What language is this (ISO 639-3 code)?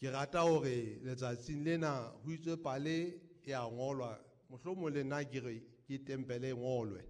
sot